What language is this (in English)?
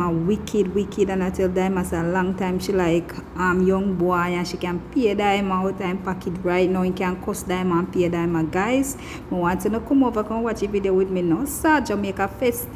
Jamaican Creole English